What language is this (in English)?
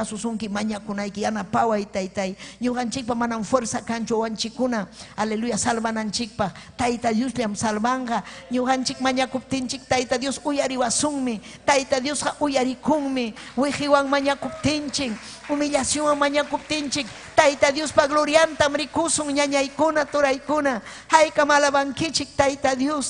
Ayacucho Quechua